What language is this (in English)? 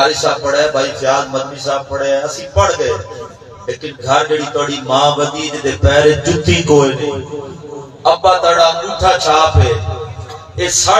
Saraiki